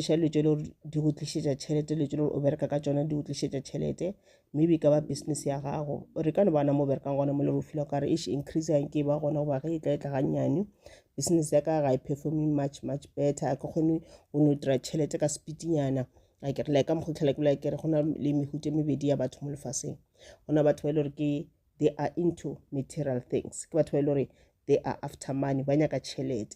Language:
Northern Sotho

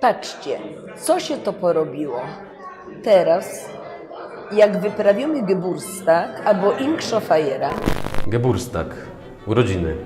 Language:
Silesian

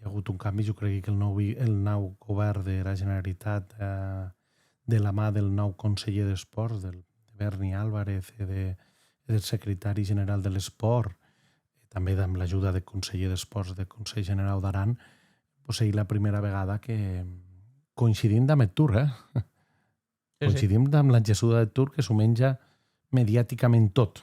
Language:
Occitan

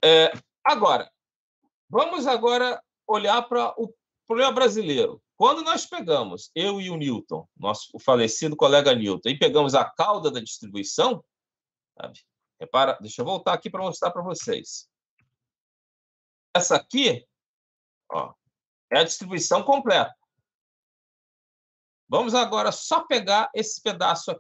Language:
Portuguese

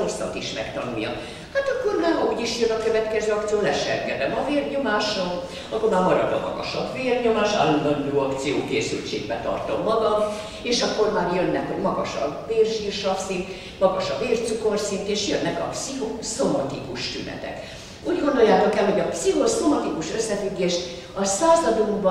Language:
Hungarian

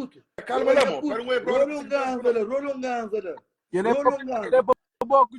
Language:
Kabuverdianu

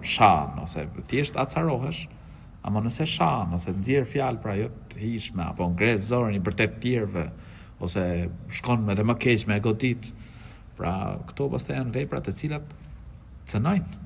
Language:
Albanian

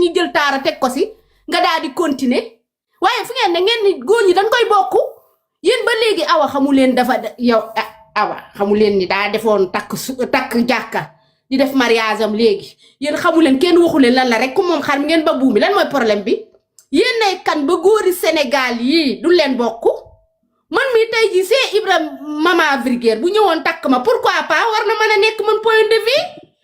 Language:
Wolof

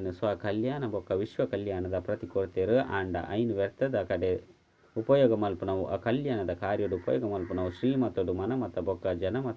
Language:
Tulu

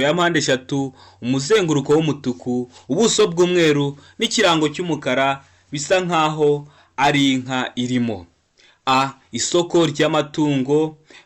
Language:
Kinyarwanda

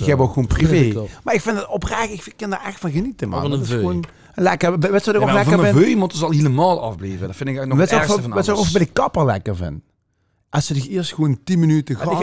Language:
Limburgish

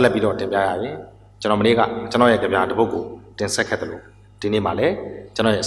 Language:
Burmese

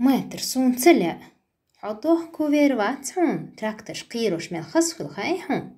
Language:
Chechen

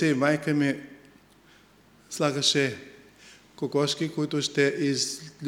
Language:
Bulgarian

